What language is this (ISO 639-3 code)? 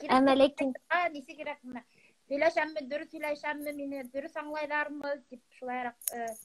bak